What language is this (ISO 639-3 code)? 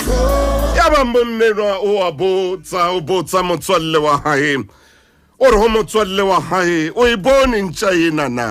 sot